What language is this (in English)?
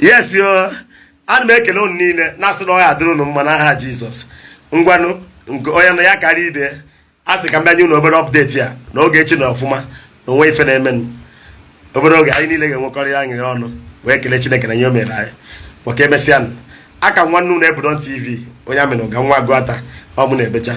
Igbo